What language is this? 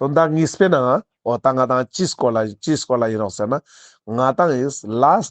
Ladakhi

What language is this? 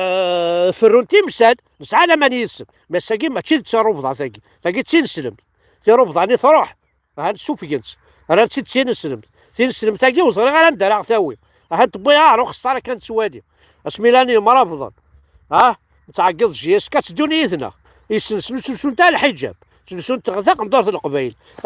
Kabyle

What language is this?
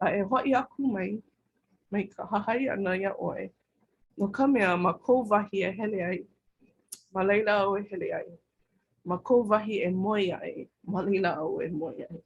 Hawaiian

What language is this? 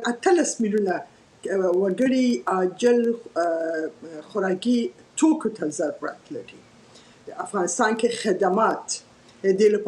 Pashto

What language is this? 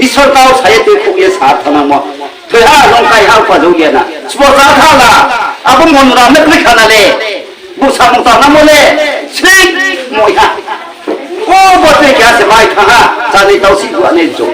Riang (India)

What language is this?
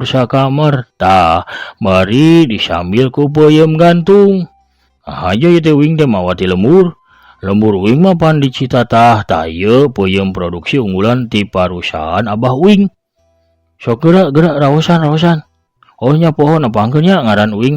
Sundanese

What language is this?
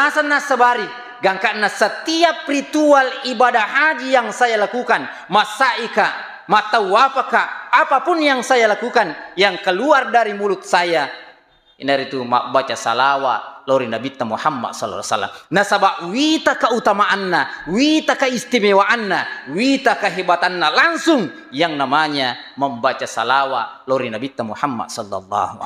Buginese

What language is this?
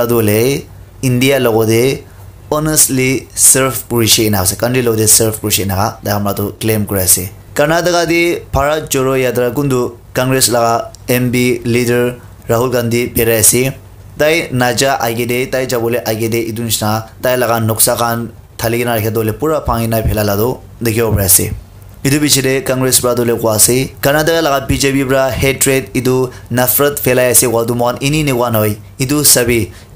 Naga Pidgin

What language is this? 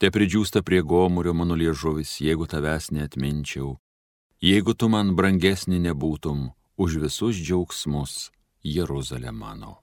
Lithuanian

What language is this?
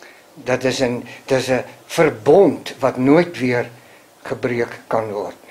Afrikaans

